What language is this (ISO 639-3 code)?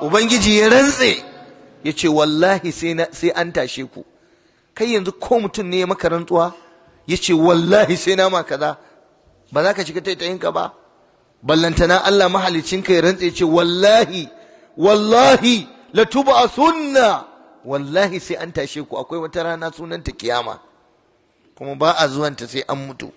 hau